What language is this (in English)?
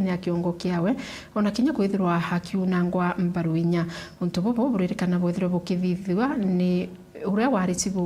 Meru